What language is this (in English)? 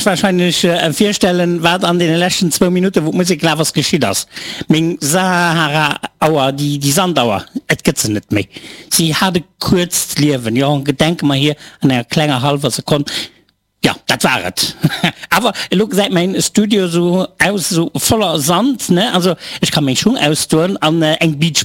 Luxembourgish